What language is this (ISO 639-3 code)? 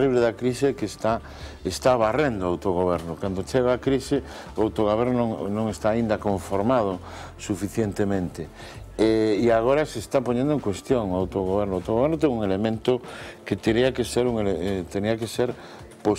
glg